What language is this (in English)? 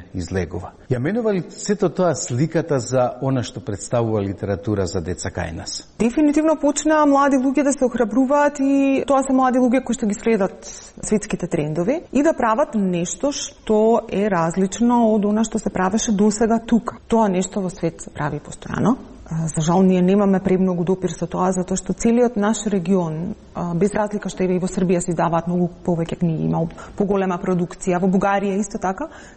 Macedonian